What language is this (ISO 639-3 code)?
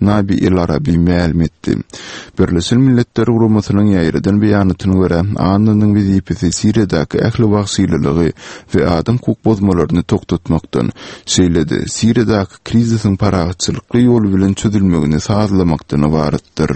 tuk